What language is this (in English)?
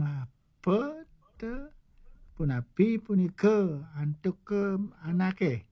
Balinese